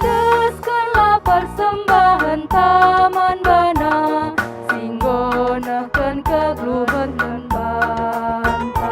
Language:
Batak Karo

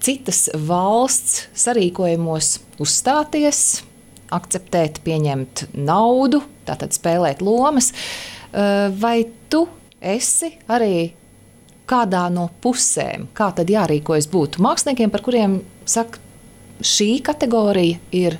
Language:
Latvian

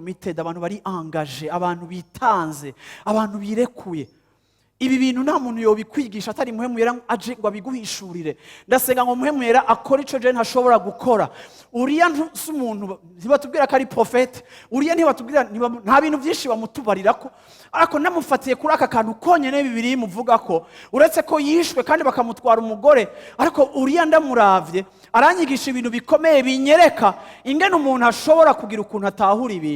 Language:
Rundi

